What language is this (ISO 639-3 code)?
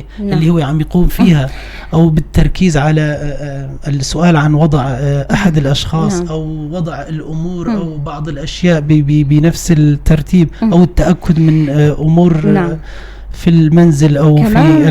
apc